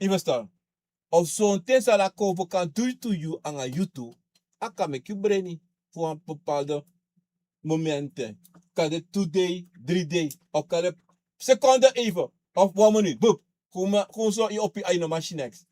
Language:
Sranan Tongo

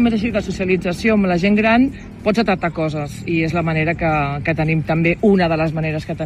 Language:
Catalan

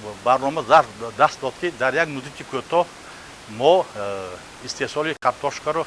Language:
Tajik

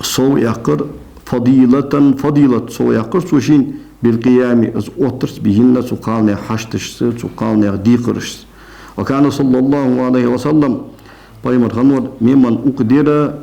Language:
Ingush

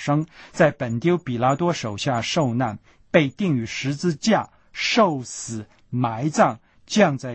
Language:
Chinese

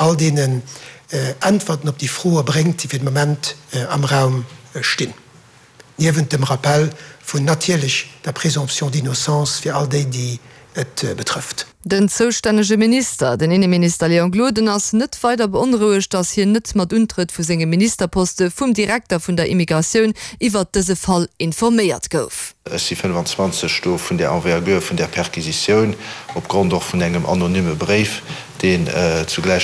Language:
Luxembourgish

